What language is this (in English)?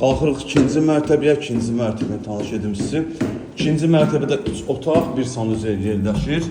Azerbaijani